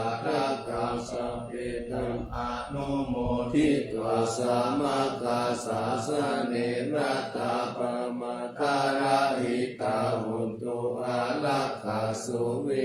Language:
Pali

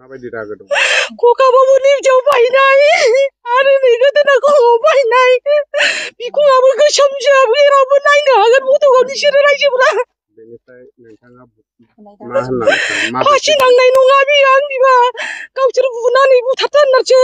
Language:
Bodo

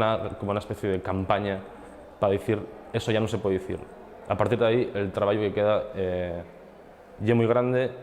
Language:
Asturian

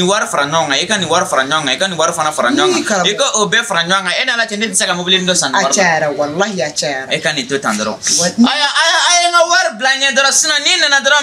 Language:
Bambara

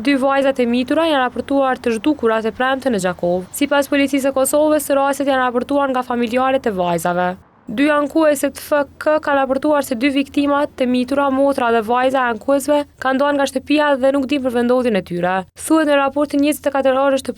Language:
Albanian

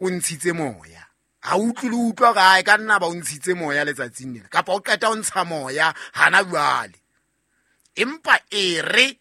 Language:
Southern Sotho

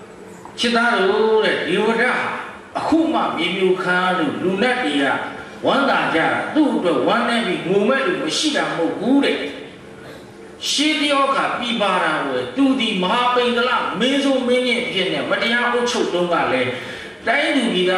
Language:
Burmese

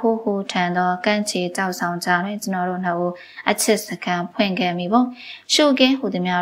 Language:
Burmese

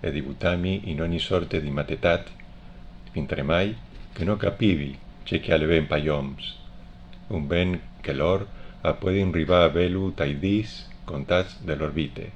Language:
Friulian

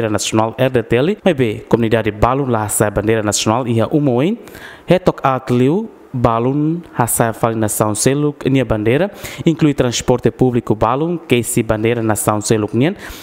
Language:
Tetum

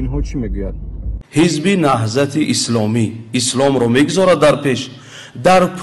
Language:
Tajik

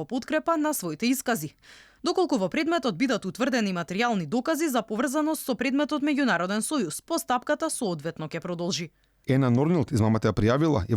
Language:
Macedonian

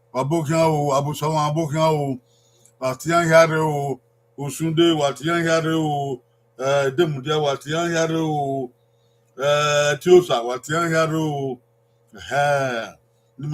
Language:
Bini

